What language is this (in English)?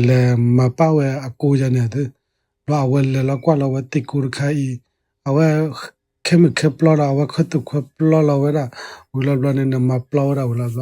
S'gaw Karen